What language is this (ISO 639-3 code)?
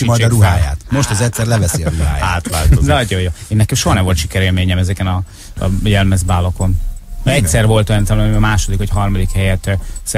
hun